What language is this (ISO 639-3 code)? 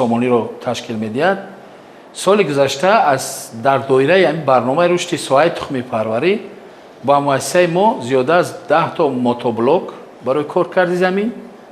tgk